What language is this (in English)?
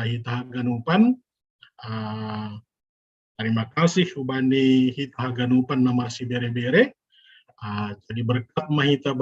Batak Simalungun